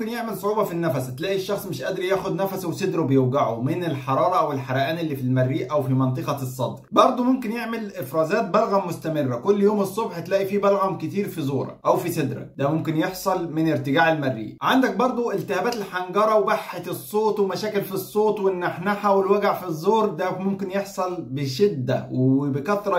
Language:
Egyptian Arabic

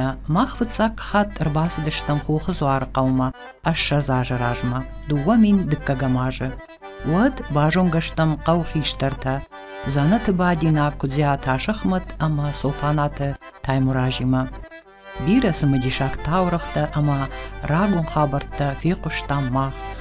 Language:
Ossetic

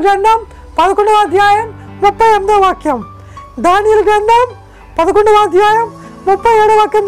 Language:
Telugu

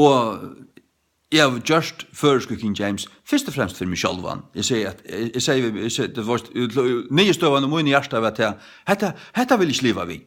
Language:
Faroese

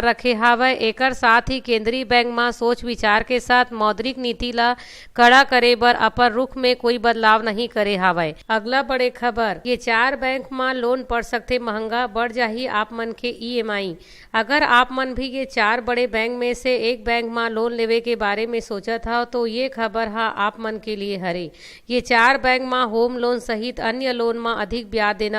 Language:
Chhattisgarhi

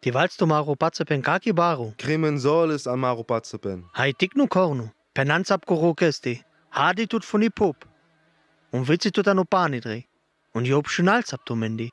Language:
Sinte Romani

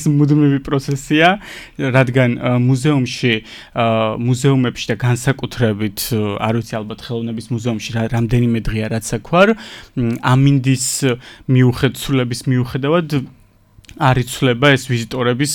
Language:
Georgian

